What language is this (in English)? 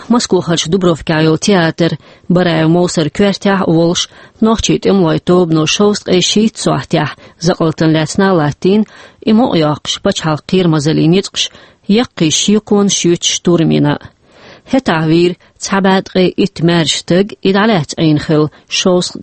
Chechen